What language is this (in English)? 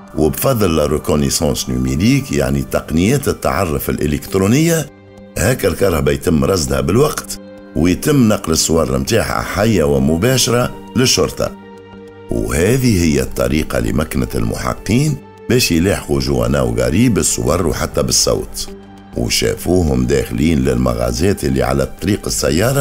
Tunisian Arabic